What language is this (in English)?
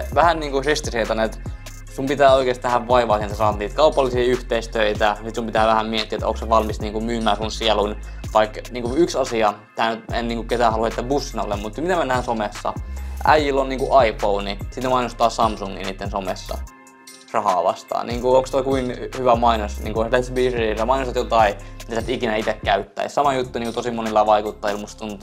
Finnish